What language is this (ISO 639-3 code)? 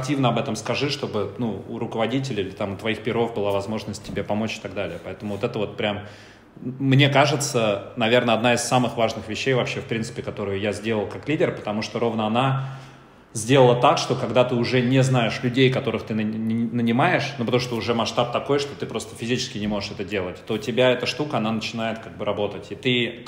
rus